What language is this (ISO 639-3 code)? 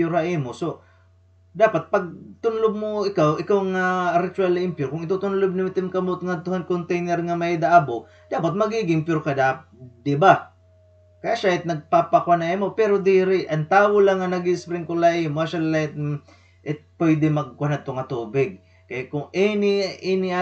war